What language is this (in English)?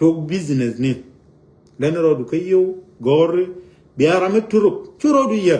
Nuer